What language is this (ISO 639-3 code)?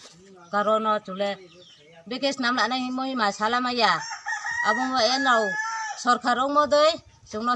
ria